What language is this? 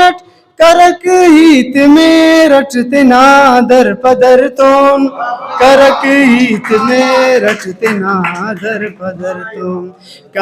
Brahui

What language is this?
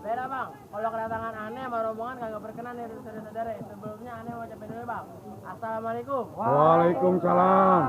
Betawi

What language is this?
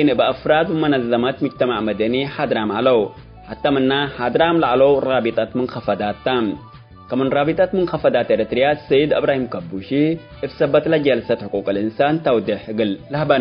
Tigre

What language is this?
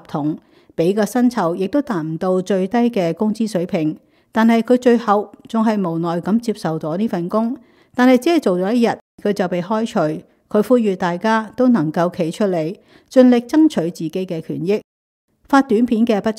Cantonese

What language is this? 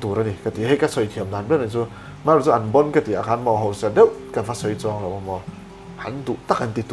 Mizo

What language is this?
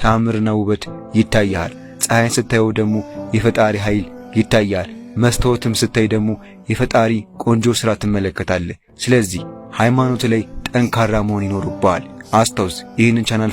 Amharic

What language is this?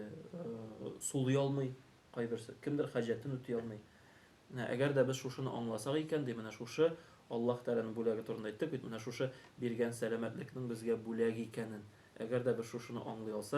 Tatar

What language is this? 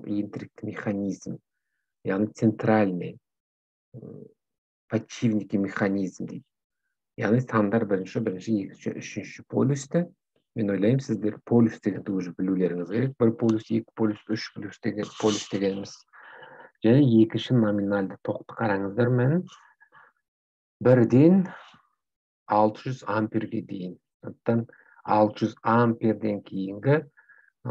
Kazakh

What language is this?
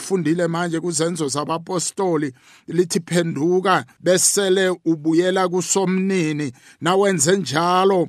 South Ndebele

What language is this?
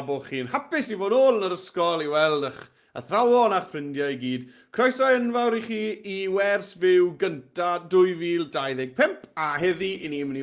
Welsh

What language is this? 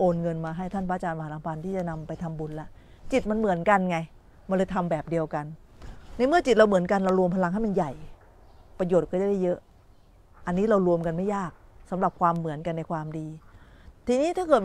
Thai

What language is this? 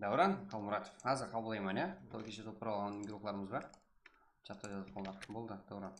Kara-Kalpak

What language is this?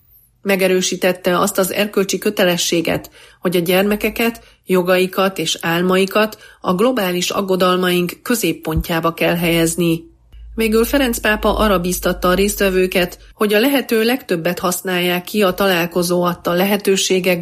Hungarian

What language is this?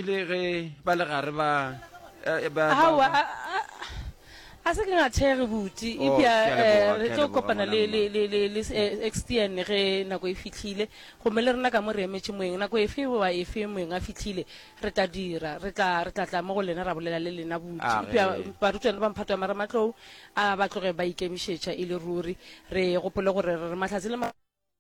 Northern Sotho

